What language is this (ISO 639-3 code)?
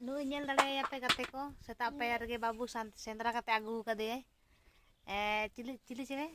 sat